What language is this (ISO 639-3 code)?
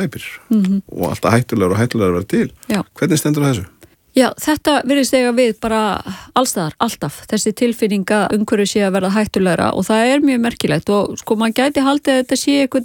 isl